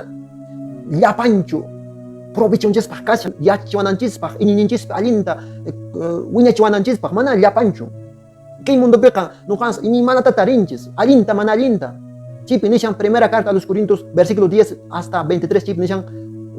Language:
Quechua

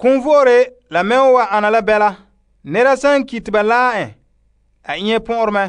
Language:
Frafra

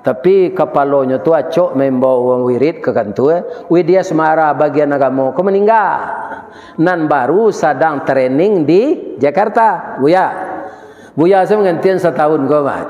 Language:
Minangkabau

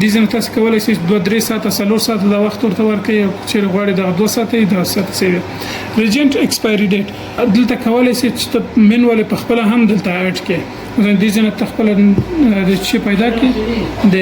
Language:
Pashto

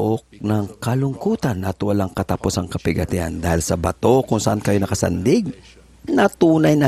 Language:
Filipino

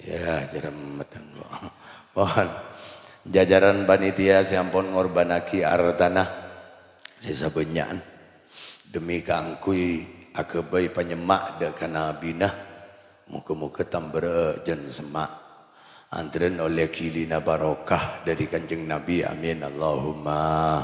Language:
Madurese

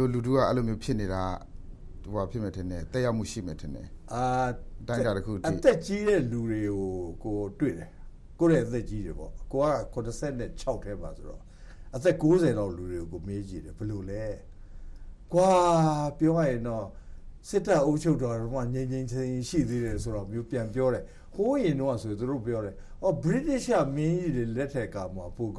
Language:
Burmese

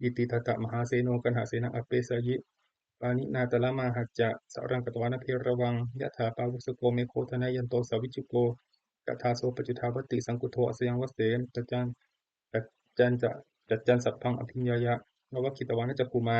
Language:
Pali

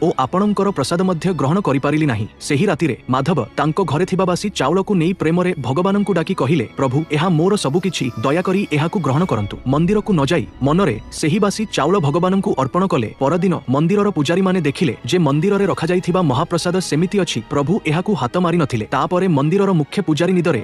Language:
Odia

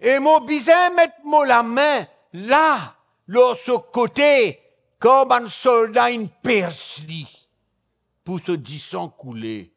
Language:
Morisyen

